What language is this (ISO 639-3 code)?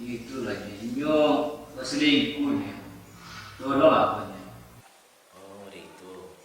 min